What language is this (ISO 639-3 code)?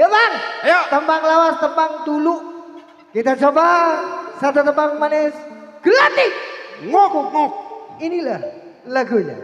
bew